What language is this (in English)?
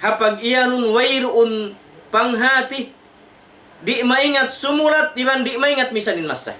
Tausug